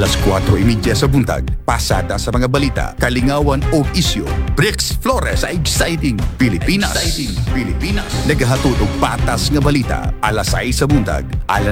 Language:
Cebuano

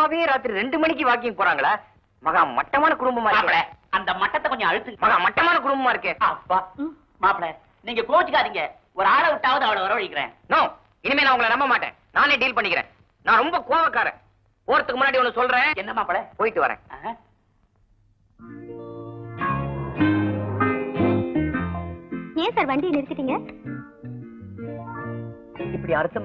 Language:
Tamil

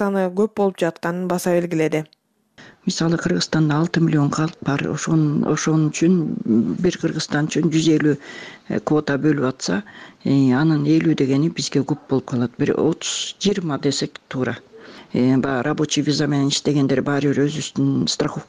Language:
Kyrgyz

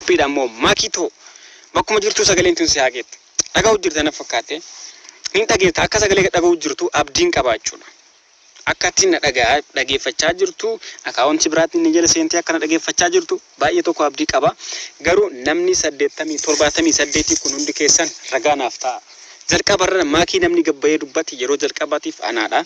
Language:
Oromo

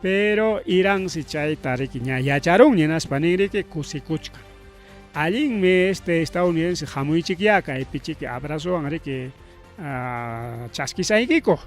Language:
Ayacucho Quechua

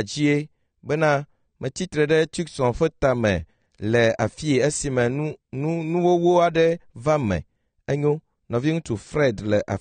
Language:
Ewe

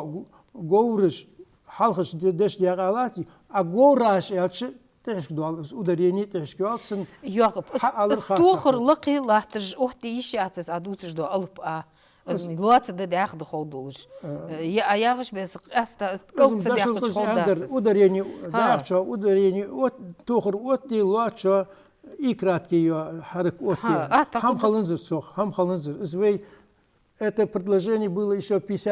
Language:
Ingush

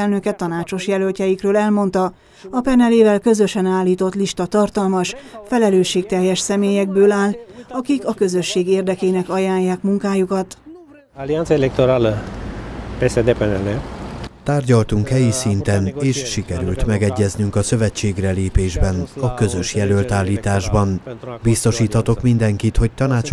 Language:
Hungarian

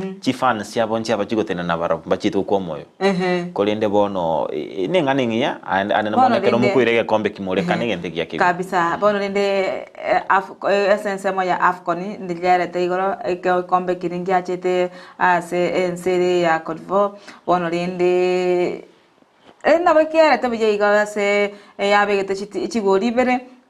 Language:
Gusii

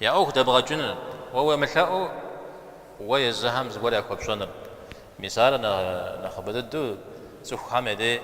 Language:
Kabardian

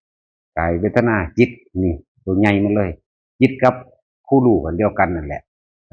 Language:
Northeastern Thai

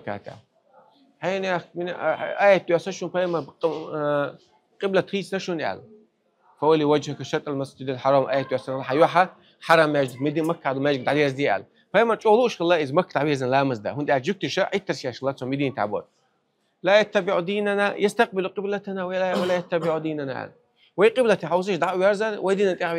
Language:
Chechen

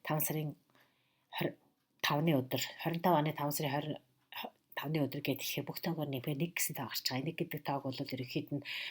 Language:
Mongolian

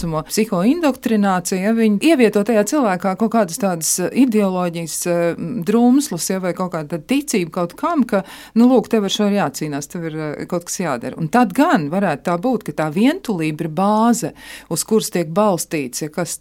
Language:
Latvian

